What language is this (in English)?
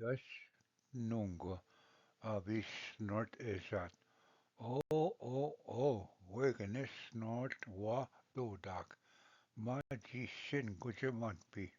Ojibwa